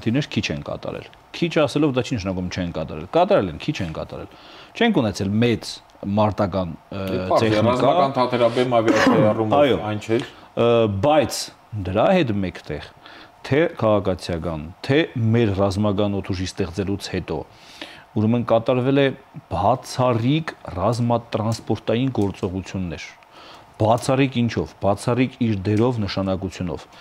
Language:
Armenian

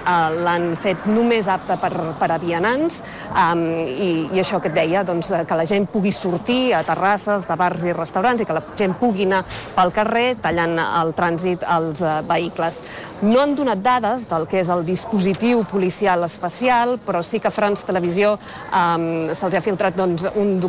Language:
Catalan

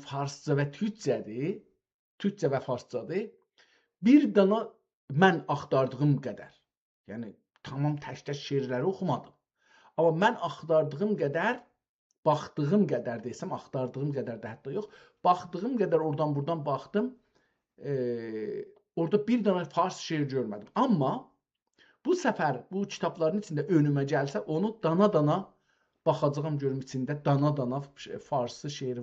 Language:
South Azerbaijani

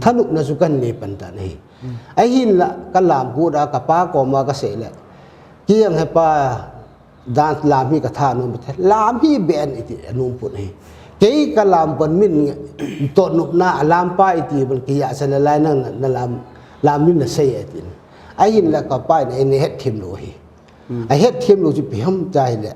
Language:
Paite Chin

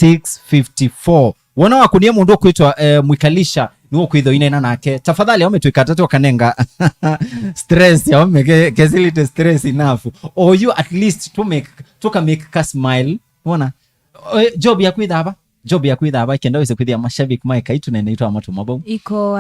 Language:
Kamba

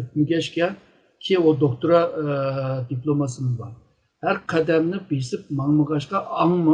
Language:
Uyghur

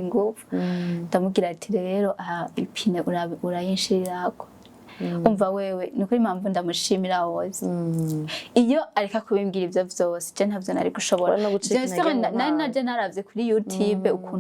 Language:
Rundi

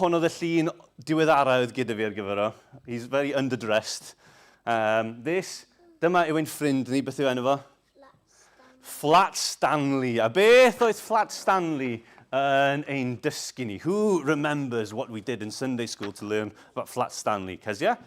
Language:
Welsh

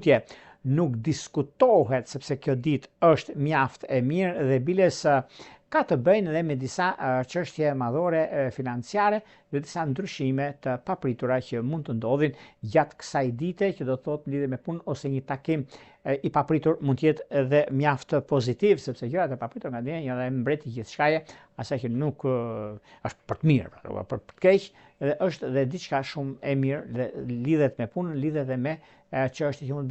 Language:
Albanian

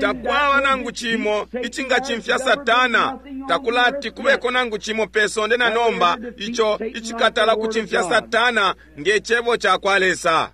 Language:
Bemba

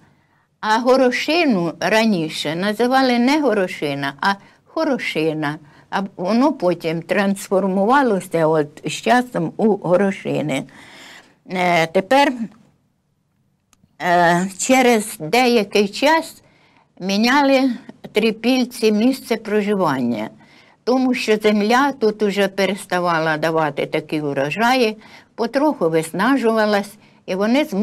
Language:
Ukrainian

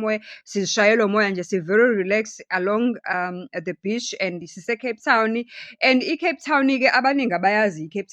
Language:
Zulu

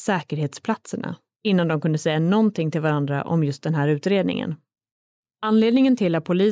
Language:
Swedish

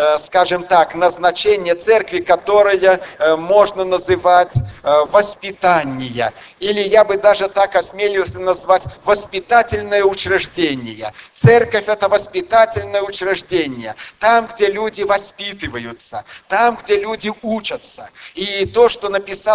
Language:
Russian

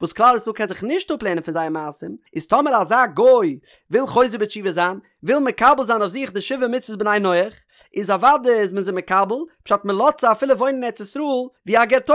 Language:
Yiddish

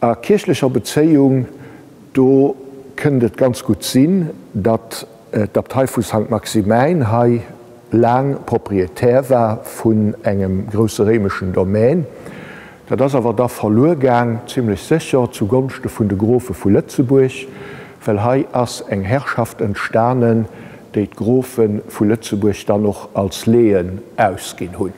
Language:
Luxembourgish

